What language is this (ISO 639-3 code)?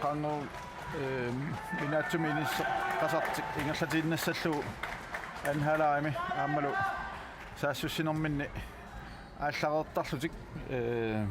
kal